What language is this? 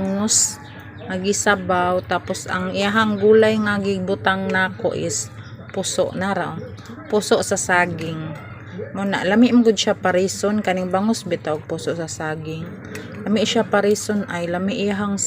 Cebuano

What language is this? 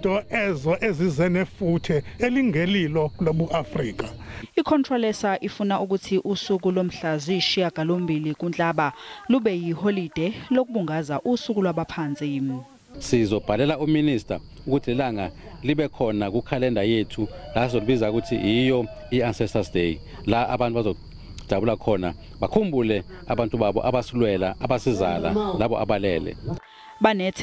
Zulu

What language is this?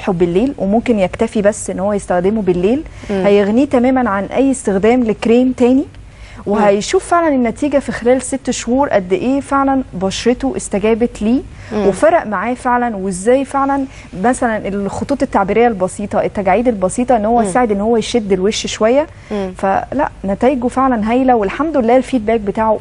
Egyptian Arabic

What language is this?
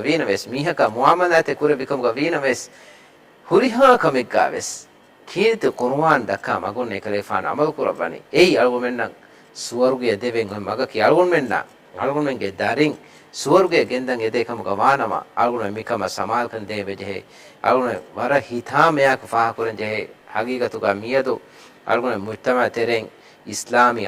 Divehi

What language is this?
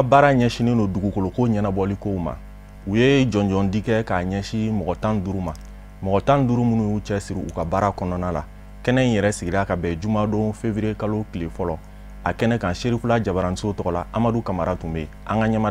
Bambara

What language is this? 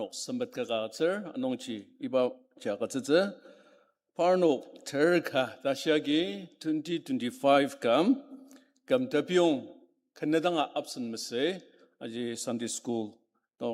Ao Naga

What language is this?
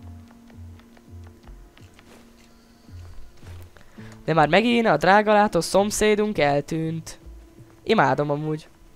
Hungarian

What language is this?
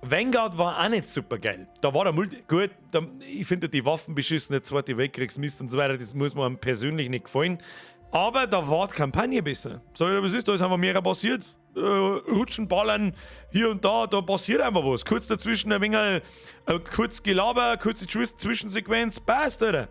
Bavarian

